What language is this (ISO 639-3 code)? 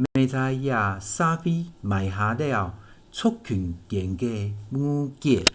hak